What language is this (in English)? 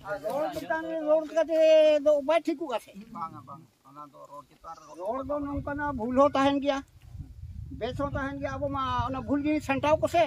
Santali